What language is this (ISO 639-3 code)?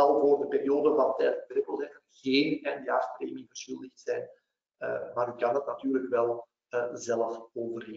nld